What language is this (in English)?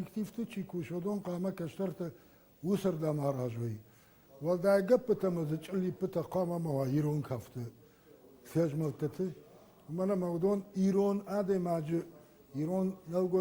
Ossetic